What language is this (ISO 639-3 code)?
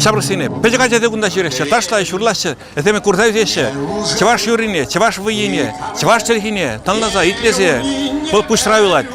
chv